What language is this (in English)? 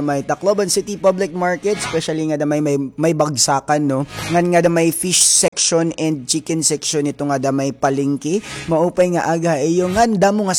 Waray